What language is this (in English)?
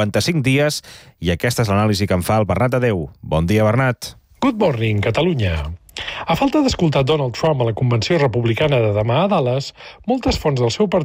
Catalan